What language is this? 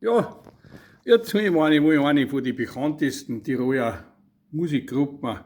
Bavarian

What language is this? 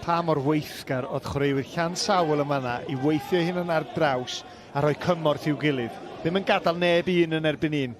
Welsh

